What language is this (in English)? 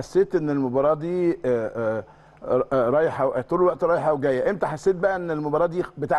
Egyptian Arabic